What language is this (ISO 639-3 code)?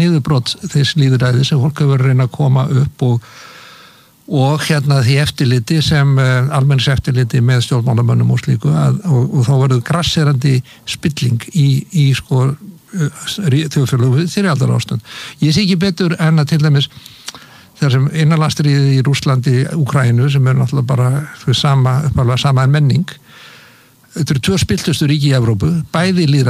isl